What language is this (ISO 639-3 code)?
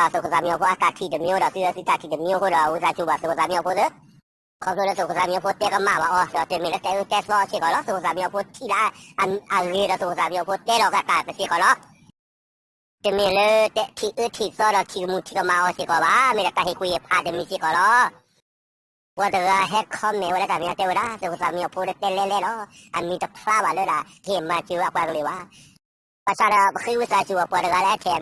ksw